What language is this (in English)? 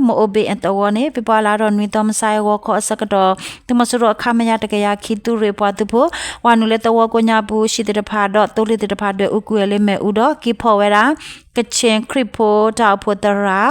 S'gaw Karen